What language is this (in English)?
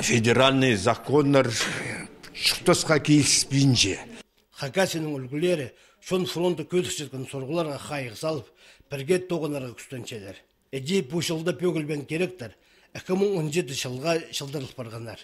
Khakas